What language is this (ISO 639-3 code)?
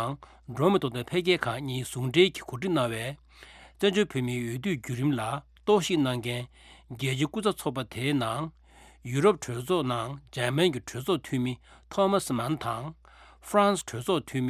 bod